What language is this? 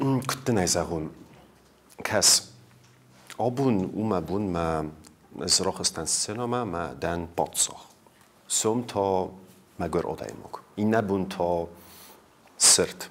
Ossetic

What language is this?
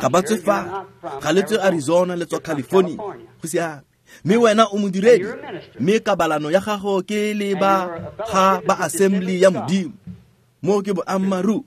Tswana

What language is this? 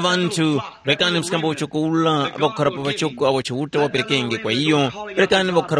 Tumbuka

